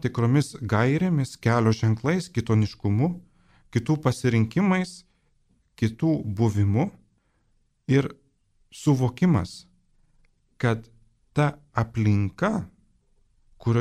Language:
Lithuanian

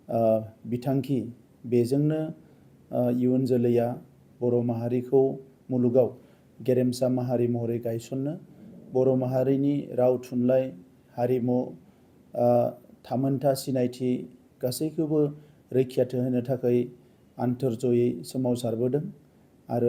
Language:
Bodo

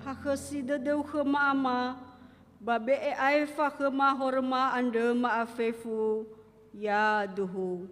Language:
Nias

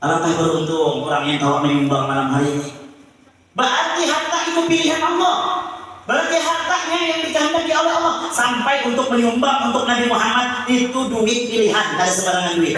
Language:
Banjar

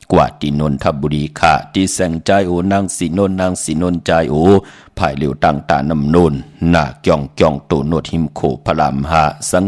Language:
Shan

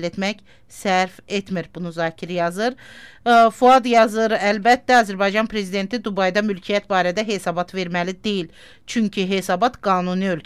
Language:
Azerbaijani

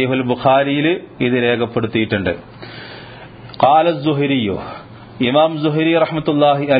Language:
Malayalam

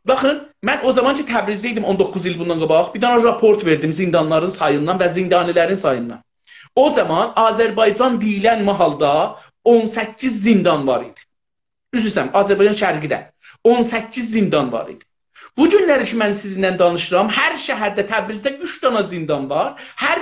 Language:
South Azerbaijani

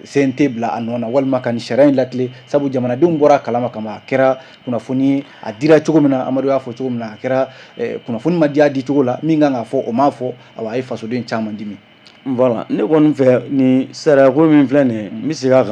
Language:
Bambara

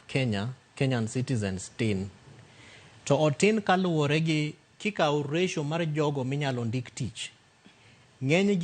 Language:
Luo (Kenya and Tanzania)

